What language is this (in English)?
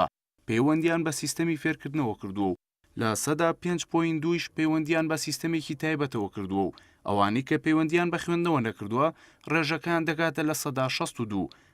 Central Kurdish